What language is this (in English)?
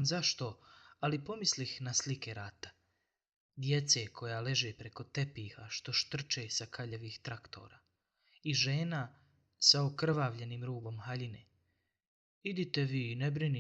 Bosnian